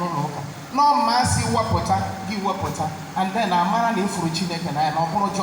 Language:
Igbo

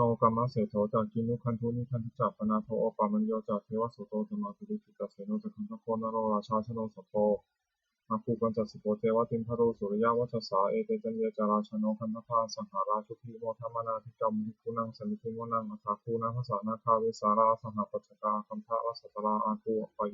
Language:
Pali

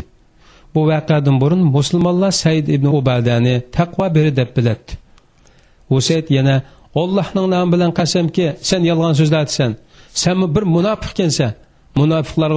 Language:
Uyghur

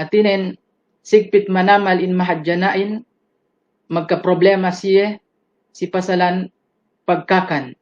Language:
Yakan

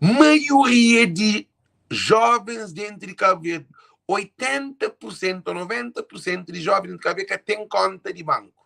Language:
Kabuverdianu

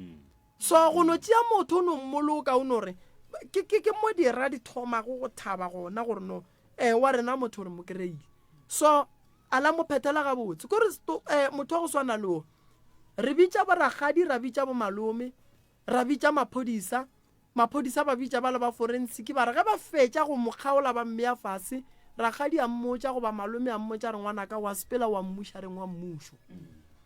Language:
Northern Sotho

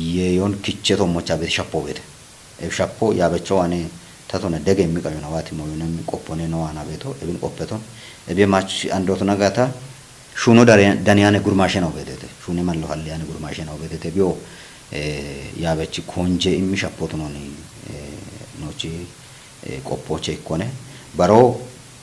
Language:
Kafa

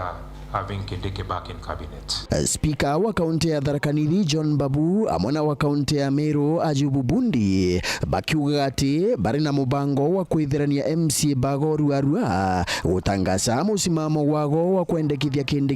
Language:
Meru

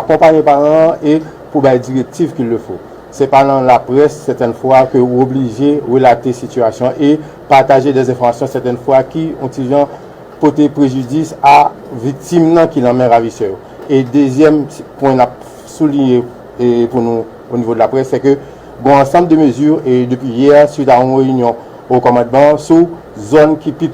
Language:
Haitian Creole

